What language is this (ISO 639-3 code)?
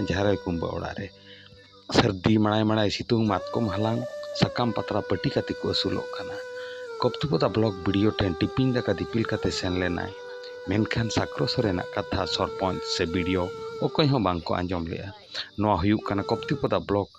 sat